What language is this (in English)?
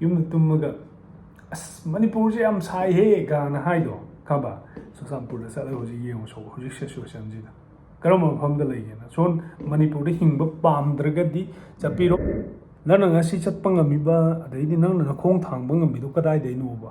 Manipuri